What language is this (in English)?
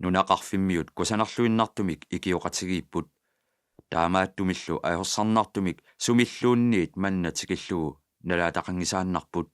Kalaallisut